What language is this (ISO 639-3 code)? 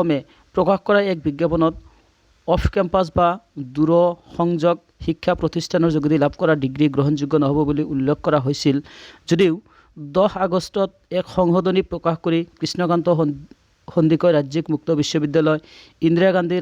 asm